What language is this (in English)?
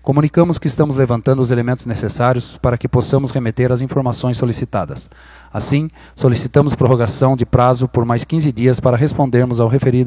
Portuguese